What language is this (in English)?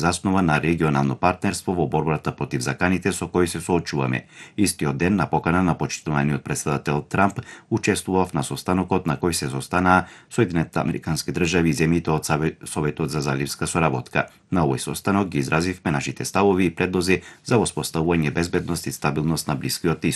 Macedonian